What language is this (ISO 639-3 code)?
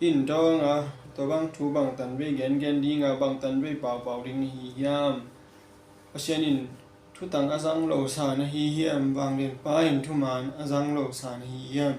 ctd